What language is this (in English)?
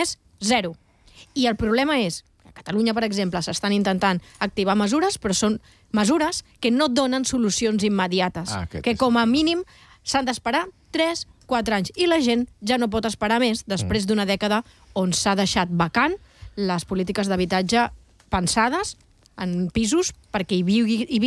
Catalan